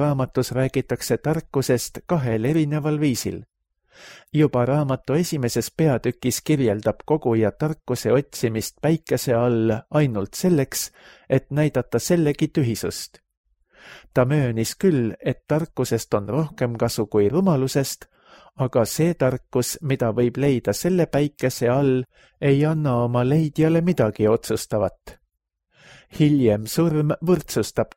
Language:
Estonian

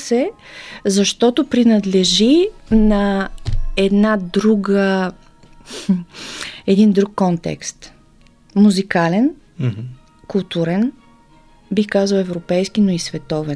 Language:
Bulgarian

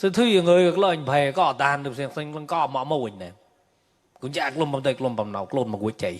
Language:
Mon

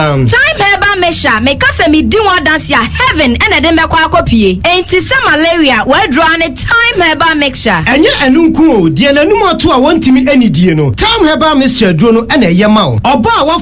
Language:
Akan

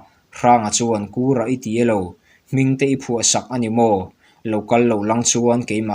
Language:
Mizo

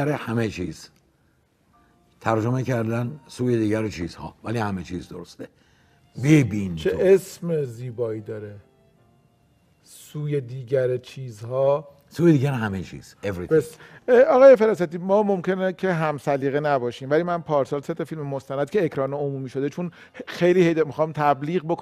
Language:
Persian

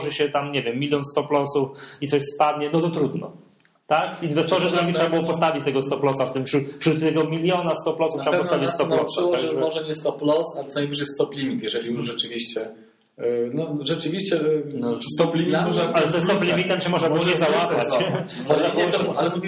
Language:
Polish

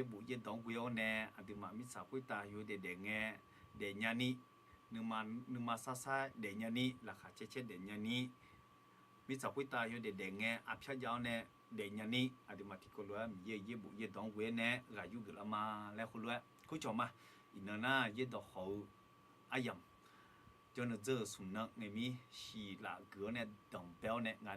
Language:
Akha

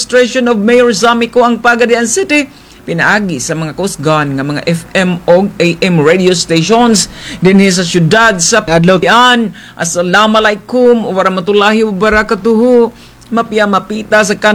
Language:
Cebuano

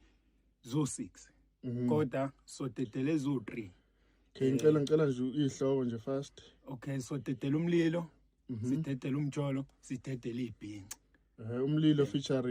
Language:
Zulu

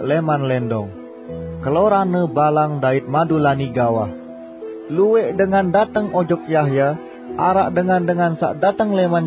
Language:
Sasak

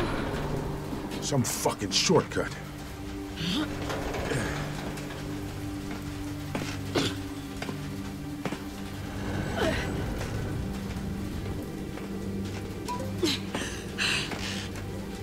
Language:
English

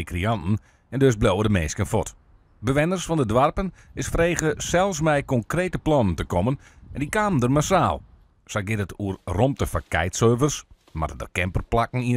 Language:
Western Frisian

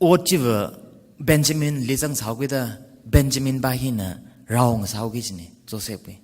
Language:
Tangkhul Naga (India)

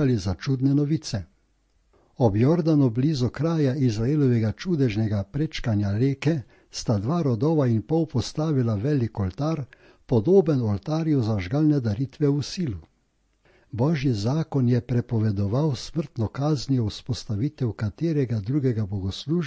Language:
Slovenian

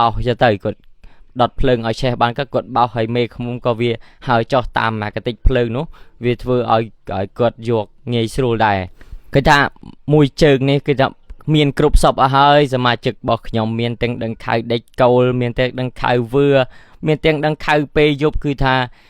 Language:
Khmer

